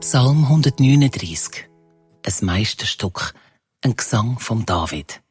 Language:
Swiss German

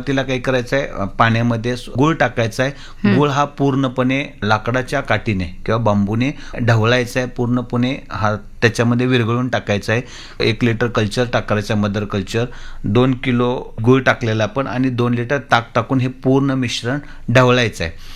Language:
Marathi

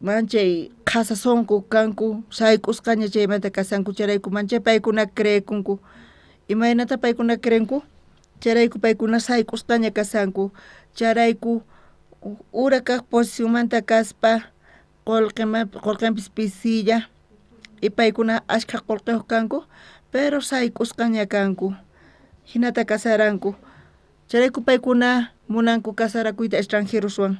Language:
South Bolivian Quechua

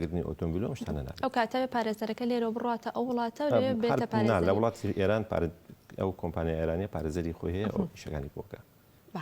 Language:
Central Kurdish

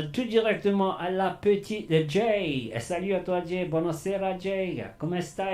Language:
Morisyen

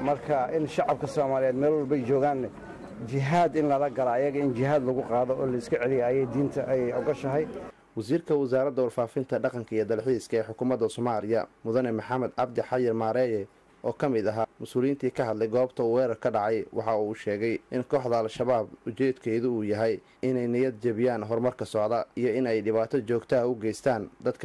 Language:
Somali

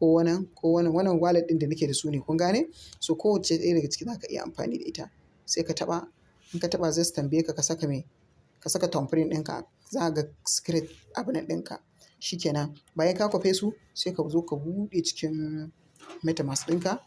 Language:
Hausa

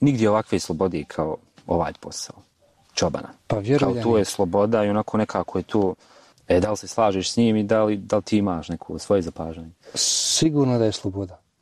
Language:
Bosnian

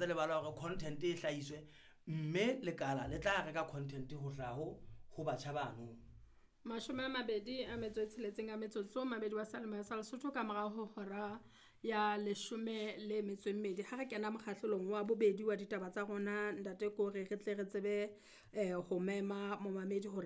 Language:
Southern Sotho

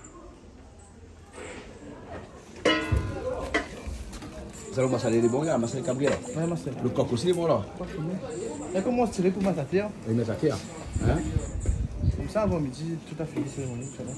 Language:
Réunion Creole French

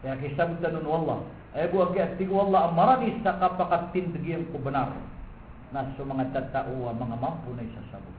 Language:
Maranao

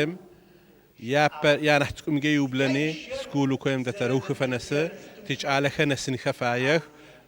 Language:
Adyghe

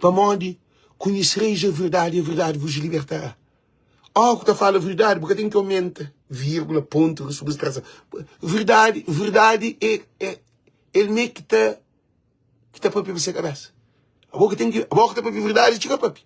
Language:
Kabuverdianu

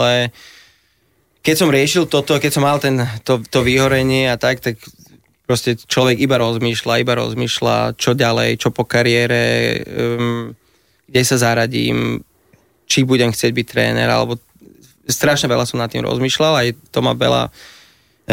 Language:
Slovak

